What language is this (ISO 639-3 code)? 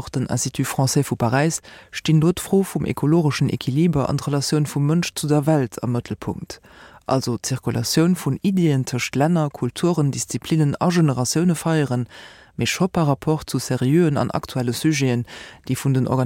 ltz